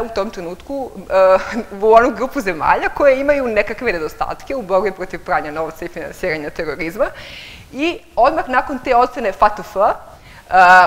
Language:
Serbian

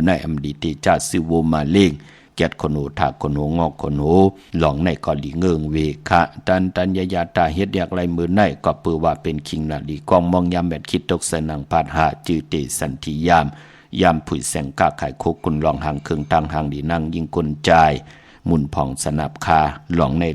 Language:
Shan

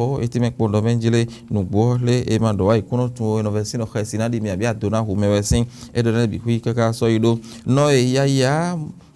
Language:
Fon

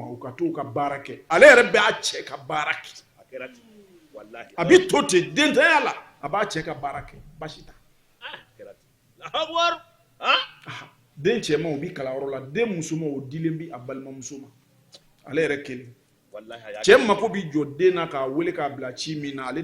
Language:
Bambara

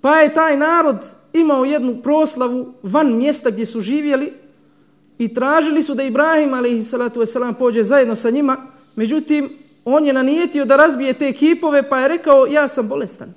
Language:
Bosnian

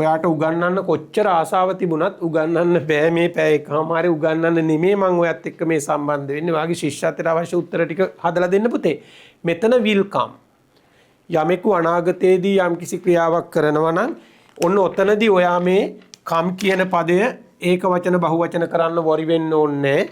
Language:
Sinhala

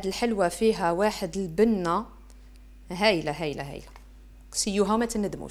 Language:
Algerian Arabic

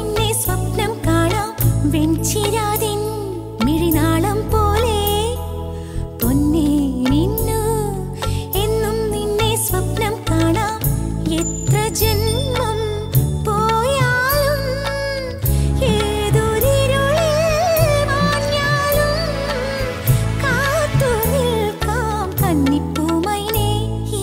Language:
Malayalam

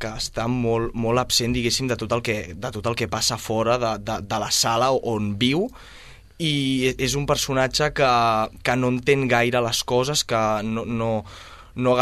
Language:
Catalan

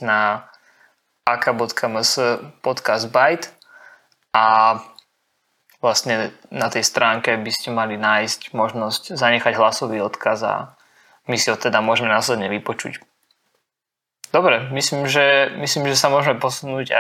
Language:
Slovak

